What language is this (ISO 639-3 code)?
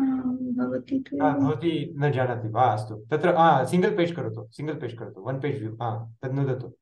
san